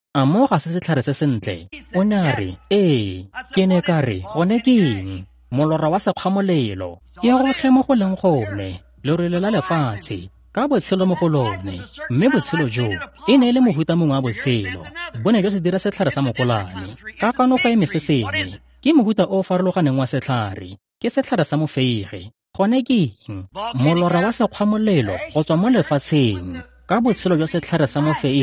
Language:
Tswana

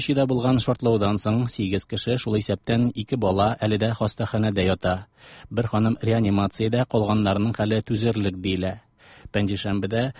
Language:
Tatar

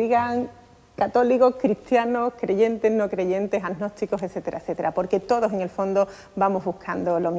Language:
Spanish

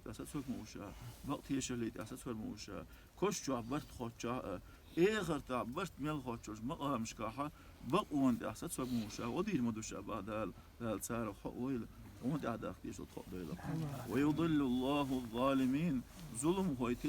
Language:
Chechen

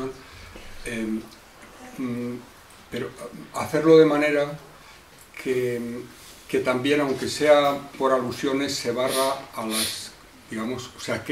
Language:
Spanish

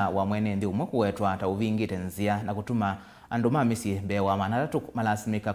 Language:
Kamba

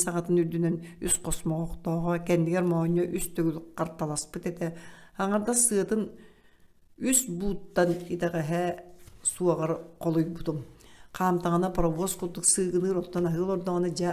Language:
Yakut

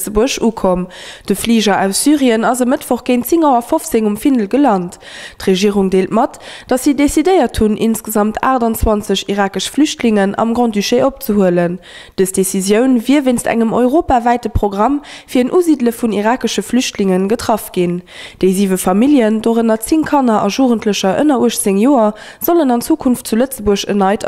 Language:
Luxembourgish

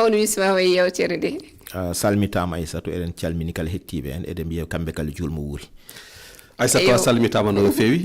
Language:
Fula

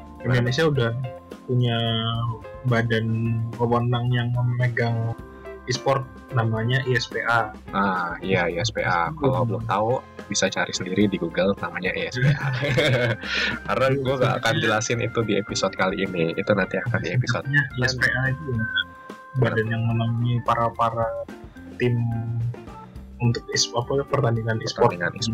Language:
Indonesian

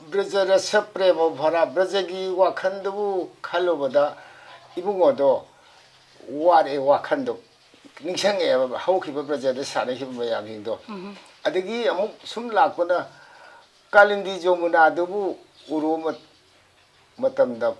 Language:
Manipuri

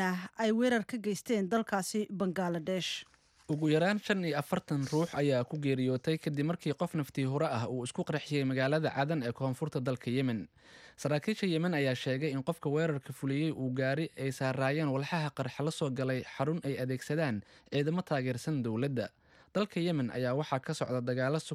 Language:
Somali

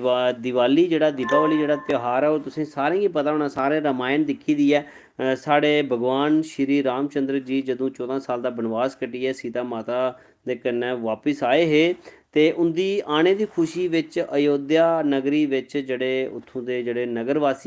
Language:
Dogri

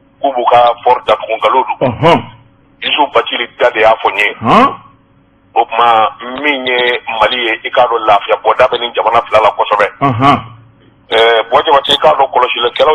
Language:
Bambara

